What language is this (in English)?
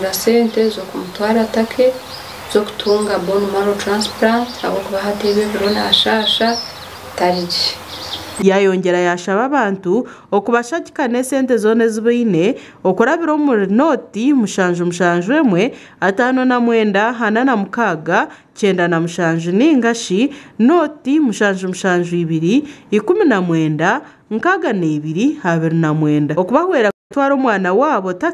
Nyankole